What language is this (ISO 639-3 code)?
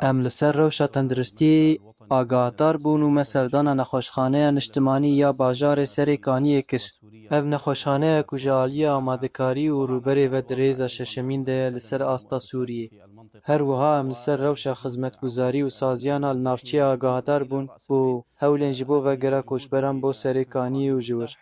kur